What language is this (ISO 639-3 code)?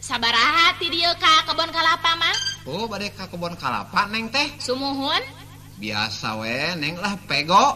sun